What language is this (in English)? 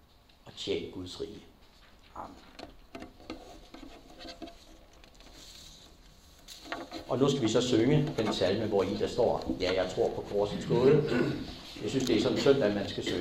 Danish